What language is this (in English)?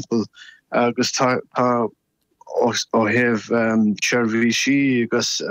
Irish